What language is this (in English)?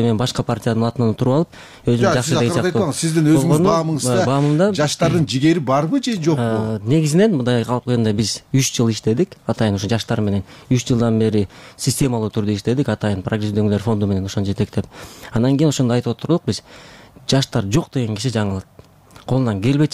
Kyrgyz